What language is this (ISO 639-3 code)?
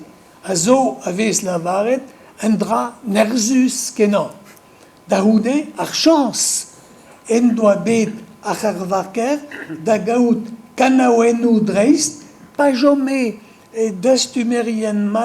bre